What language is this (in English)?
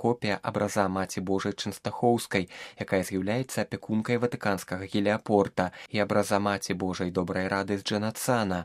Belarusian